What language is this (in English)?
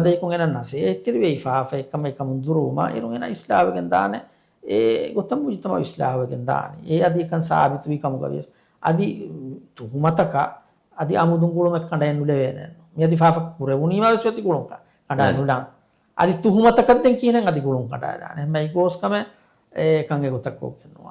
Divehi